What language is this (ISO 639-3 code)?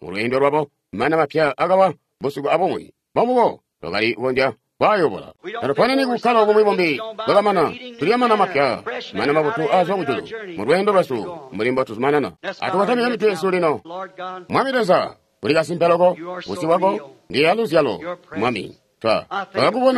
toi